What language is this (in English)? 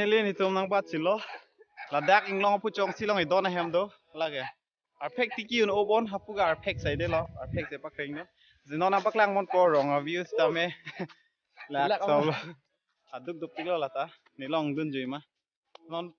Karbi